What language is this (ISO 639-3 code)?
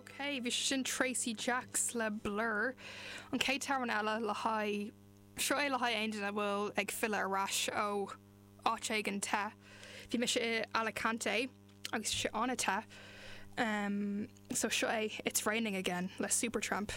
gle